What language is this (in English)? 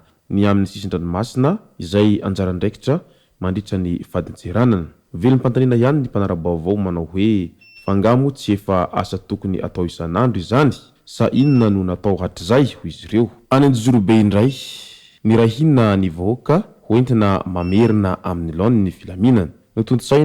Malagasy